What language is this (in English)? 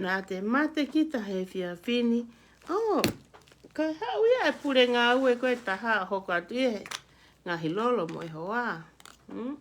Tongan